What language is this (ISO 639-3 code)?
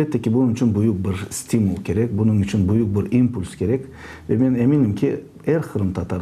crh